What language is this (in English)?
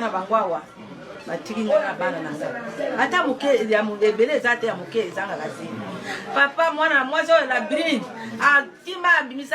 Lingala